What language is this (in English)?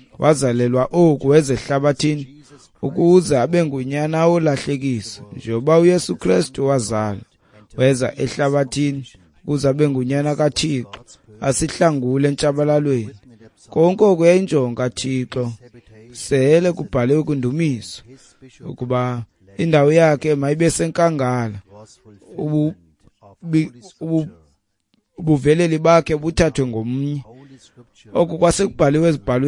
Xhosa